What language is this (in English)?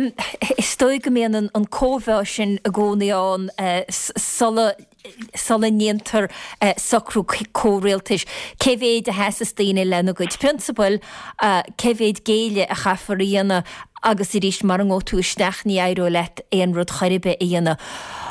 Irish